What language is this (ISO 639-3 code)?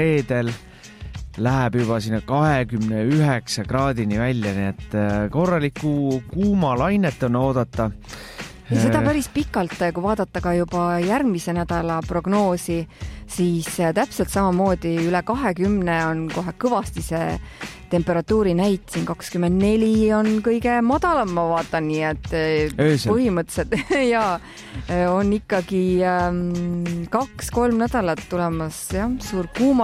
est